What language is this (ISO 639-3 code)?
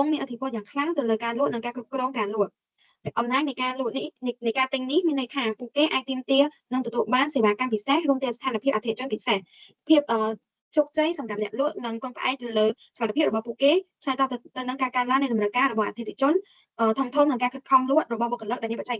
khm